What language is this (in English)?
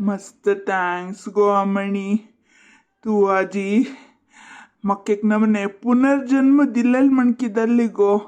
Konkani